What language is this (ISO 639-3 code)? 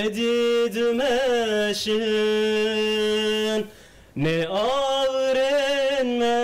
kur